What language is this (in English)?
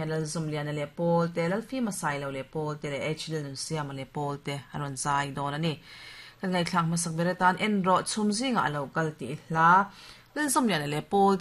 Mizo